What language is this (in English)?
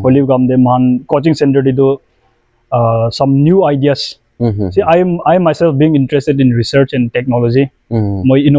Naga Pidgin